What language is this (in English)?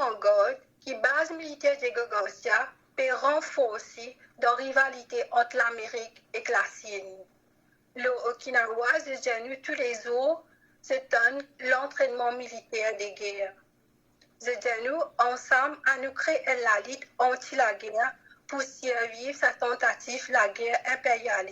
Morisyen